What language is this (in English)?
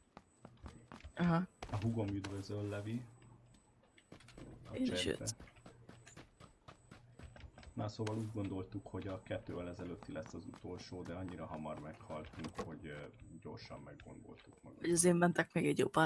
Hungarian